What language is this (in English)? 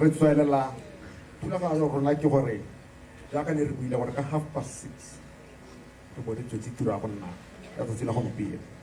Tswana